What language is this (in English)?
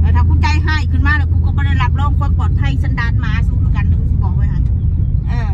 Northeastern Thai